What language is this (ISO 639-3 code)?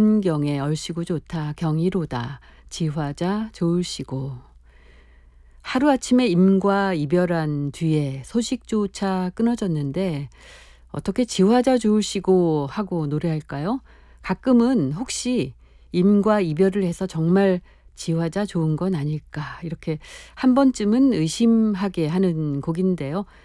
kor